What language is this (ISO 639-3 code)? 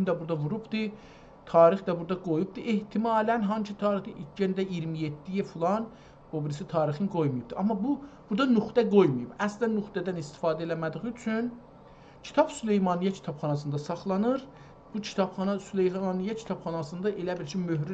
azb